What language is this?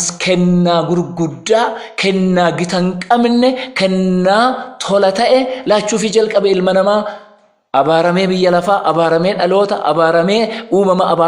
Oromo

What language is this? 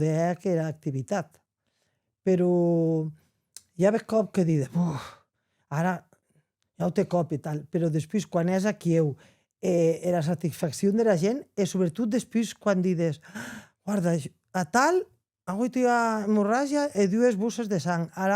Occitan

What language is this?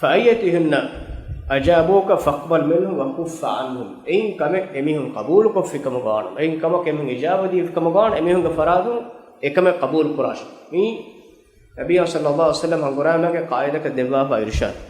Divehi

